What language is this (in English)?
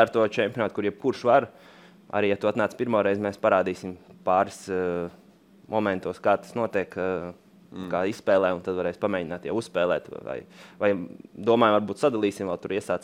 Latvian